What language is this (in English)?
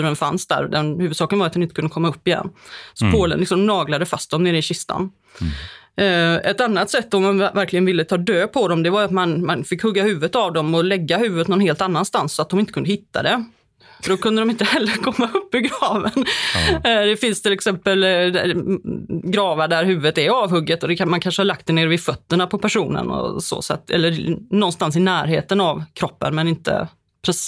Swedish